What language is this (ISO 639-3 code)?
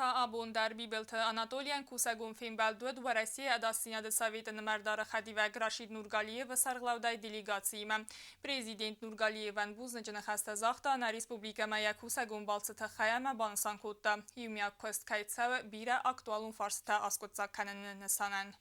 oss